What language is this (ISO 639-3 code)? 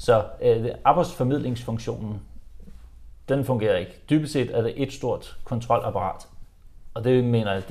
dan